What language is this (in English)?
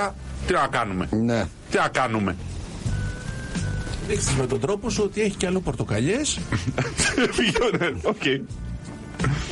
Greek